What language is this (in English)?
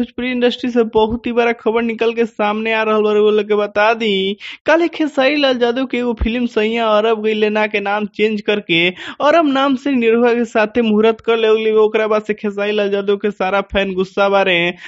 Bhojpuri